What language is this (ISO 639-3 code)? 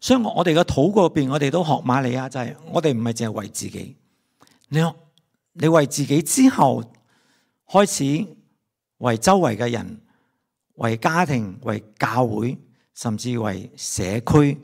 yue